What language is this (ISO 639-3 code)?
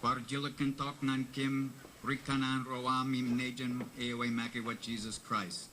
mah